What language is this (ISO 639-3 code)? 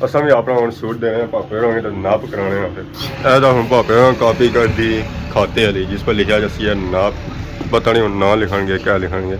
phr